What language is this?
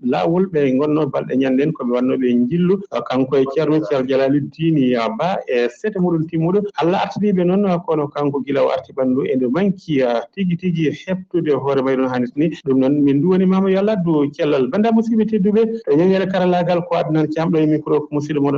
Fula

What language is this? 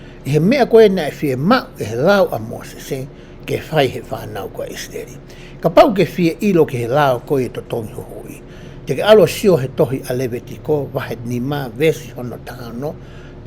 Tongan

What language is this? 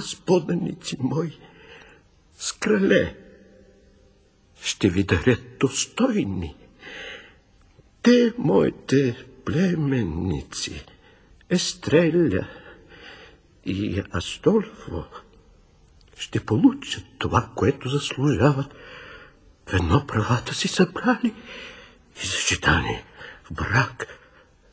Bulgarian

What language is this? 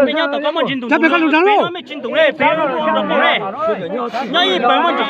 Hmong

